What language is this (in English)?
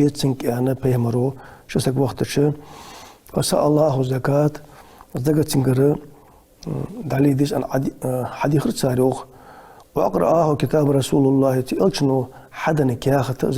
Ingush